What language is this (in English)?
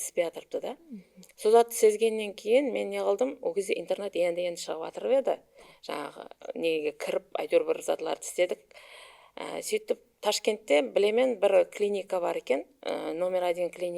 Kara-Kalpak